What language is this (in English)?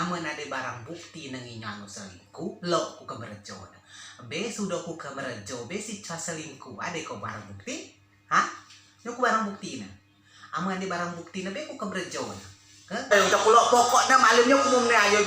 Rejang